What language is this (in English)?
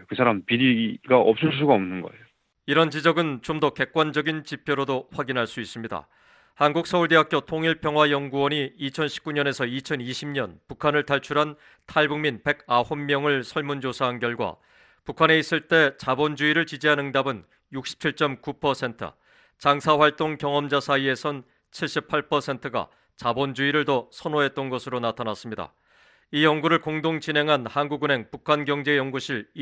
Korean